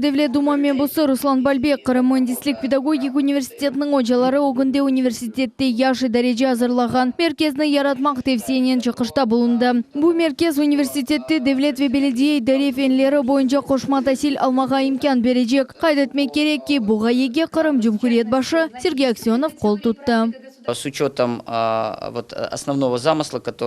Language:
Crimean Tatar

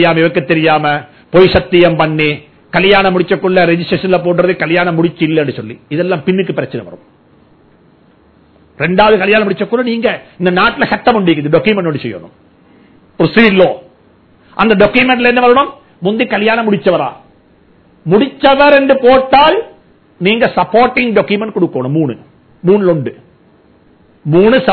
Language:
Tamil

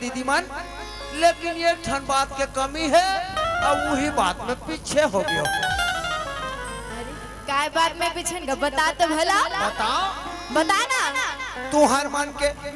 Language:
Chhattisgarhi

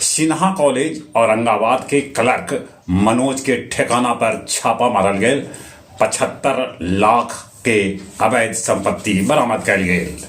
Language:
Magahi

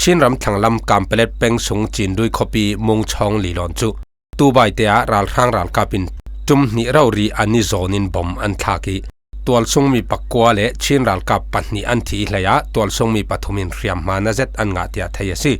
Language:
Falam Chin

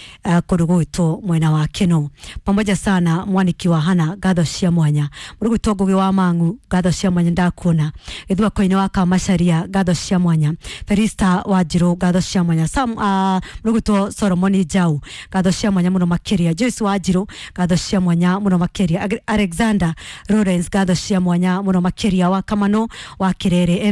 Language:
Kikuyu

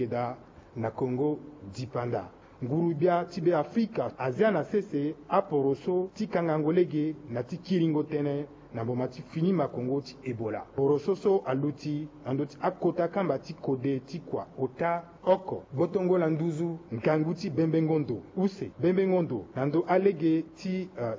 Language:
Sango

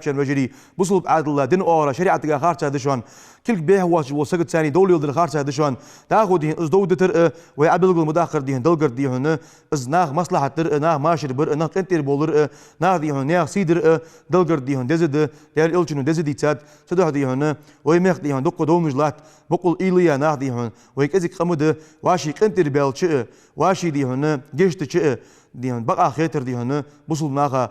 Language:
Ingush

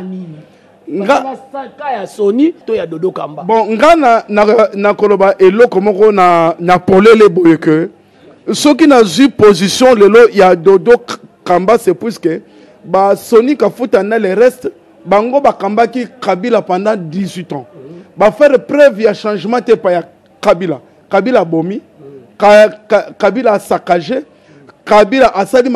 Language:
Lingala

